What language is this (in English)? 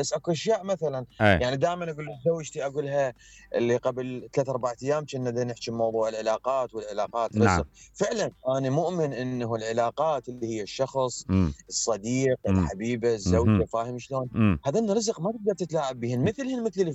Mesopotamian Arabic